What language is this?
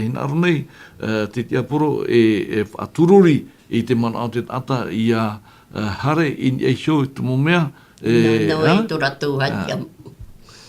Tahitian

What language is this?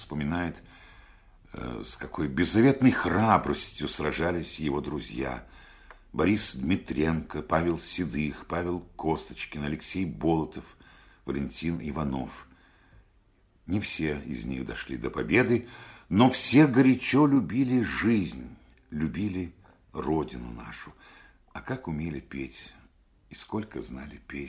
Russian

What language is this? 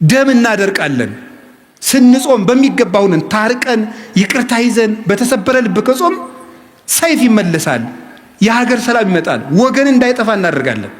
Amharic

